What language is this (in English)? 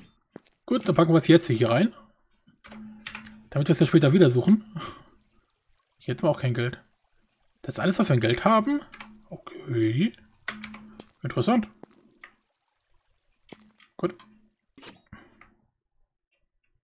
German